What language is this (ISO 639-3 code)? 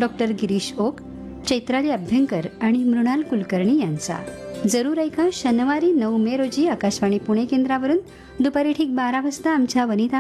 mar